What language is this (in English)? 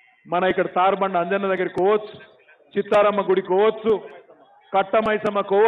Telugu